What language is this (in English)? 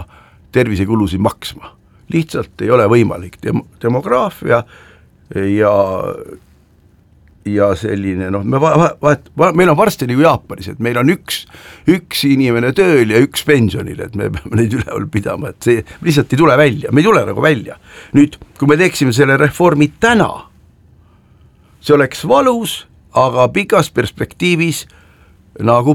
Estonian